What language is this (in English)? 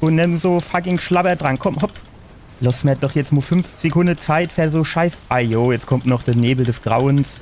Palatine German